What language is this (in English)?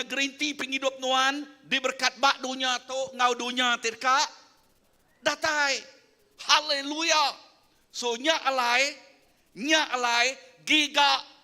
Iban